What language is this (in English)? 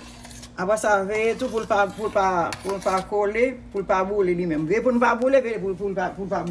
Haitian Creole